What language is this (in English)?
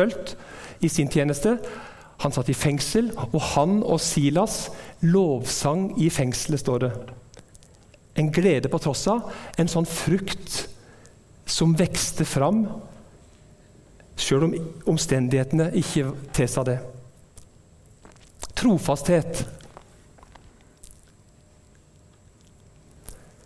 Norwegian